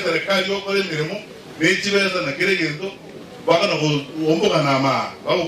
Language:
Gusii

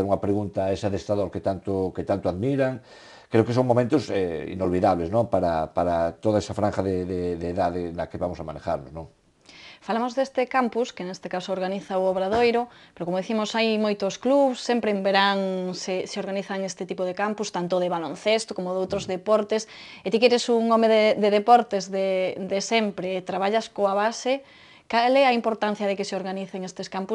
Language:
Galician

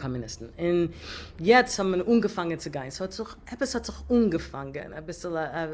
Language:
Yiddish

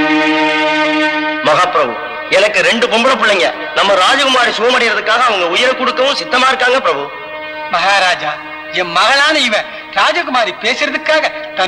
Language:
Tamil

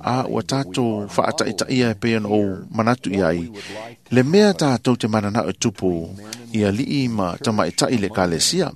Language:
Samoan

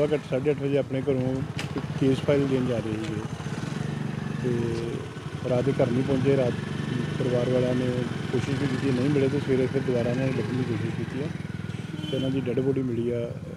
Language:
Punjabi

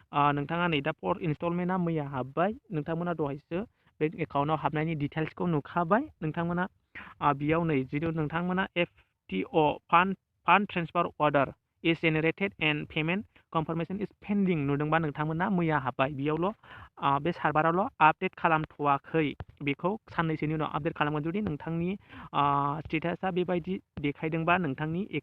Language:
Bodo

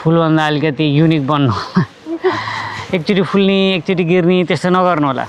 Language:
Nepali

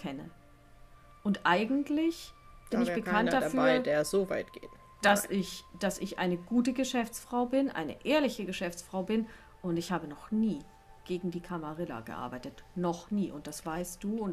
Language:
German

